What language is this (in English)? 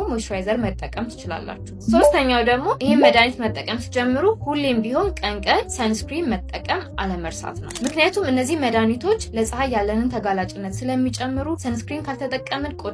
Amharic